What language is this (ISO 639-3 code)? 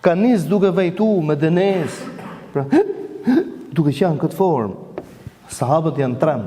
sqi